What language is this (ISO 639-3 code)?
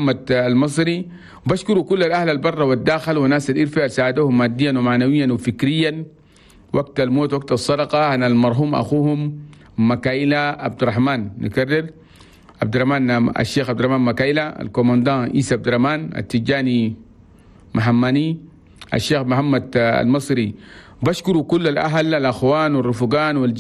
shu